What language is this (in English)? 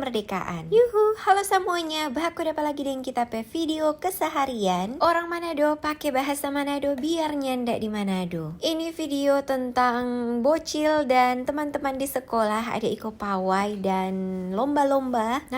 Manado Malay